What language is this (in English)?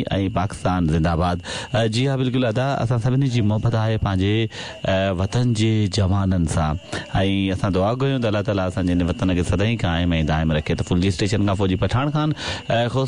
Sindhi